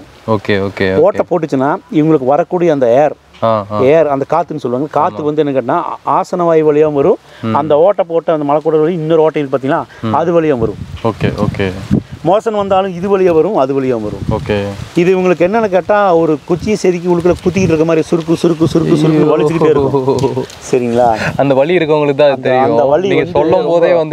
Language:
Tamil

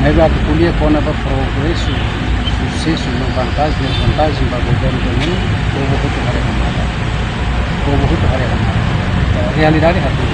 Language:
Tetum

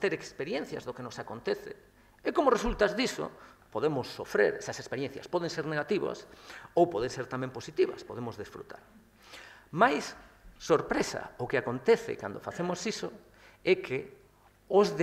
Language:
Galician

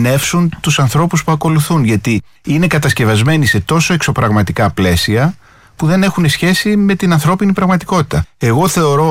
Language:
Greek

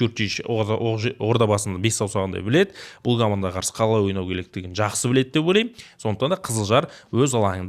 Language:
Kazakh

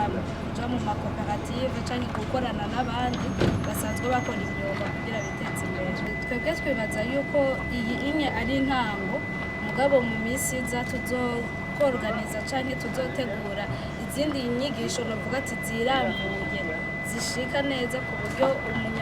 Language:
Rundi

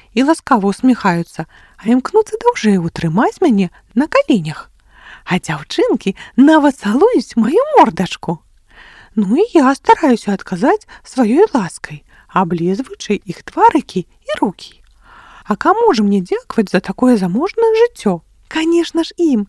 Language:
Belarusian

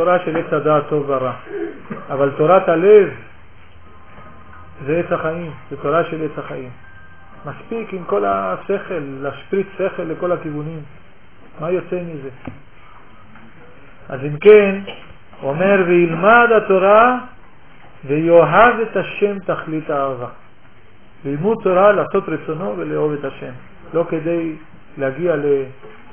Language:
Hebrew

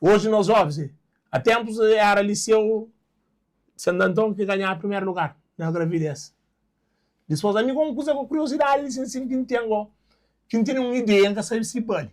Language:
Kabuverdianu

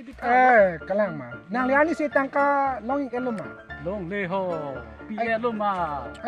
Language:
Karbi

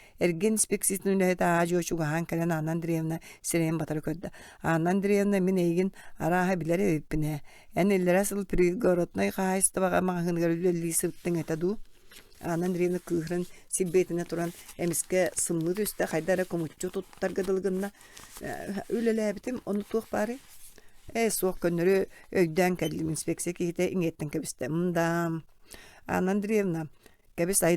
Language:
Yakut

